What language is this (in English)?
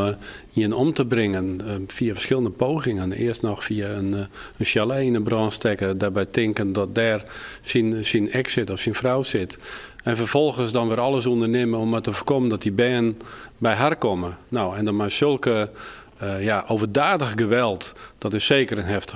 Western Frisian